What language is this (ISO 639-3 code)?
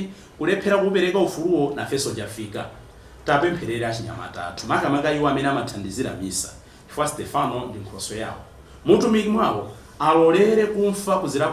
nya